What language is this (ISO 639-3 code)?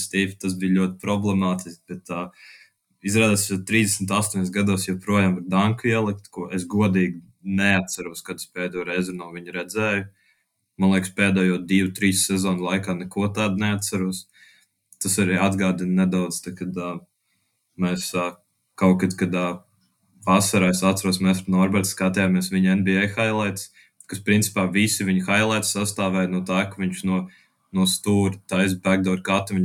lav